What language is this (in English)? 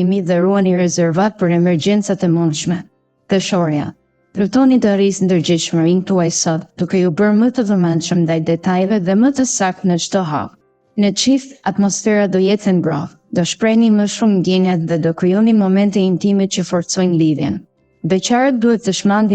Albanian